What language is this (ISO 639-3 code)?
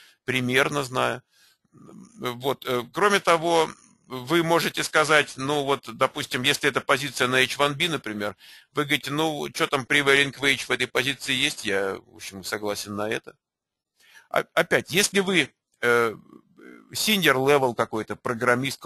rus